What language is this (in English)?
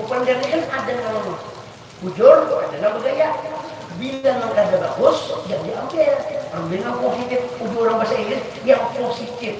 Banjar